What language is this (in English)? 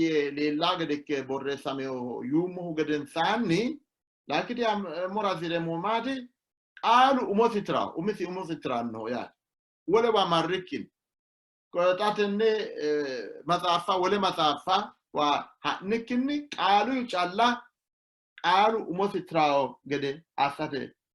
Sidamo